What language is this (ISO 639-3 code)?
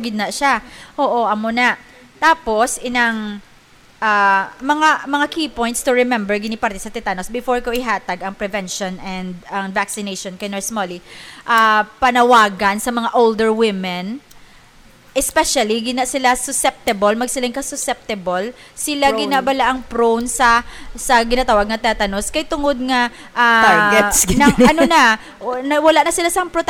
hil